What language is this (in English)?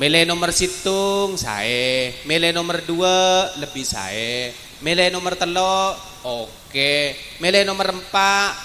Madurese